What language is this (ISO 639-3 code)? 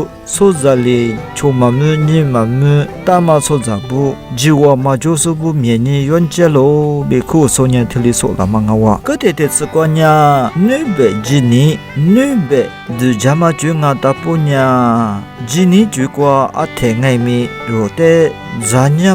lis